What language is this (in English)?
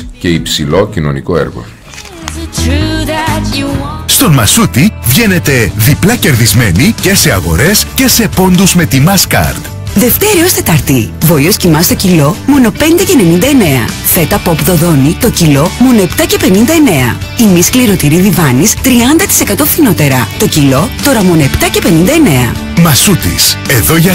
Greek